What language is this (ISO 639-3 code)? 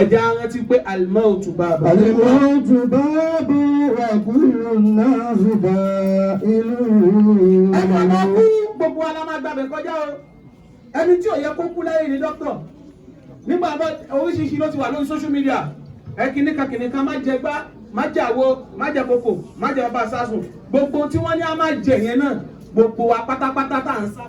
yor